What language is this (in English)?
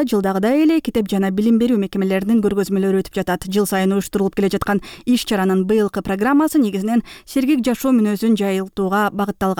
Kyrgyz